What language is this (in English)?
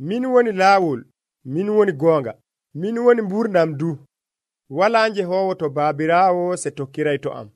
Nigerian Fulfulde